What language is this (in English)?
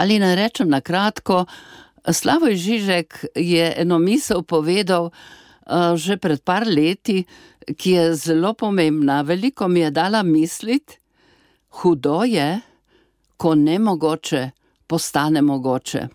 Slovenian